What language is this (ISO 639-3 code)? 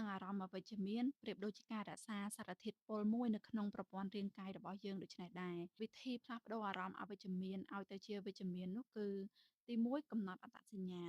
khm